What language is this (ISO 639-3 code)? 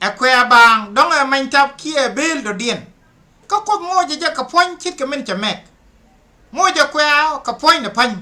nus